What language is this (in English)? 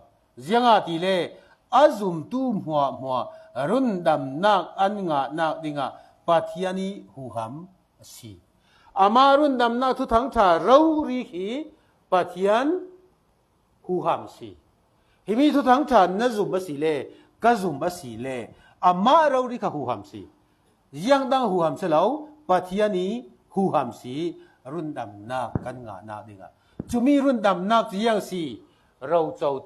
Falam Chin